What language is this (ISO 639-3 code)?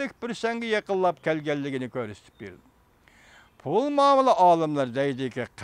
uig